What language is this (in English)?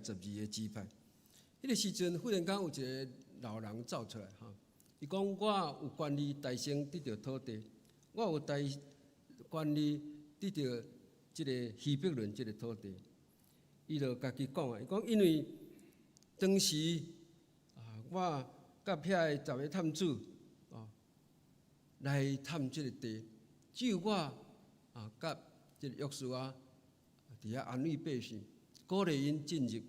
Min Nan Chinese